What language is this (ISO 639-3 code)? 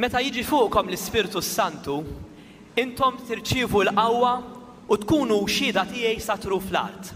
mlt